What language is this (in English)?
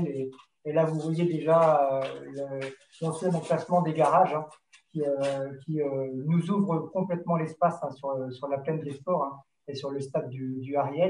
French